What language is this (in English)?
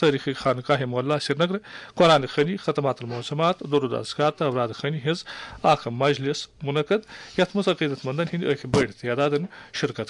Kashmiri